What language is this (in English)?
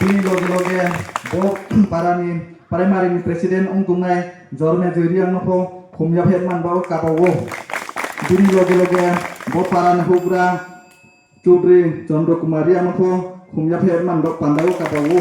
Riang (India)